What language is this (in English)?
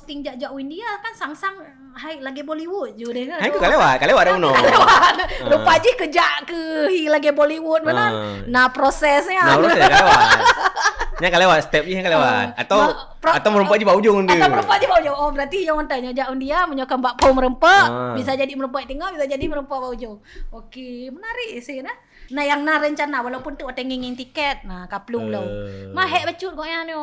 Achinese